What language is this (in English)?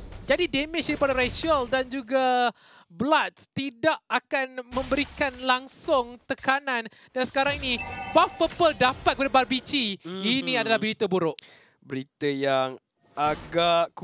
Malay